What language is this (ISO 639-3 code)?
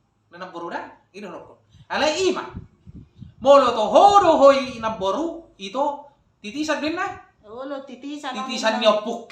bbc